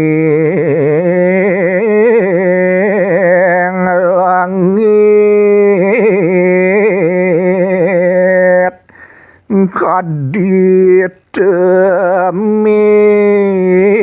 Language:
Balinese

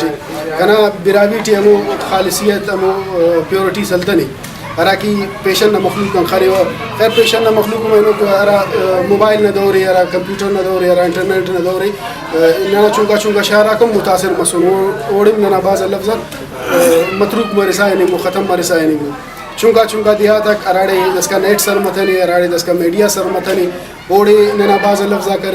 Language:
Brahui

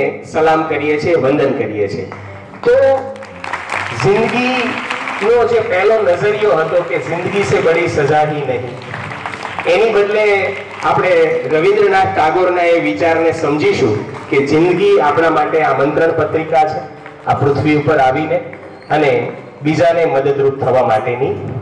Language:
Gujarati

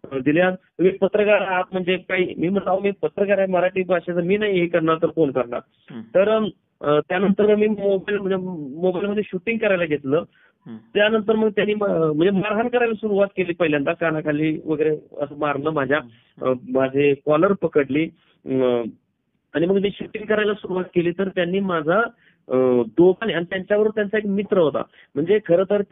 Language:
Marathi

